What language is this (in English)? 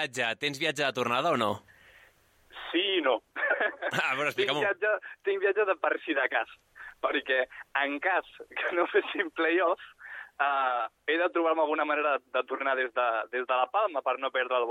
Catalan